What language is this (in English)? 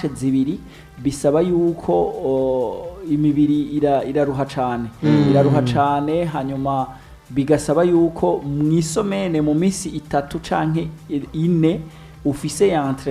Rundi